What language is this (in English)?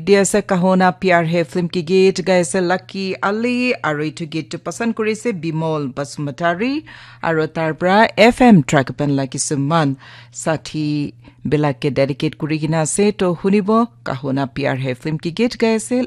Naga Pidgin